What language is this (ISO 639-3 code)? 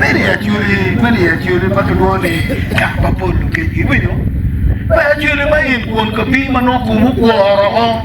ach